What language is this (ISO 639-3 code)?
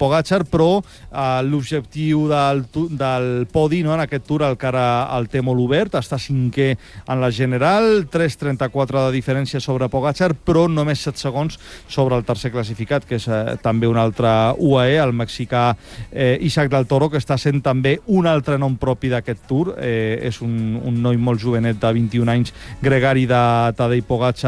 cat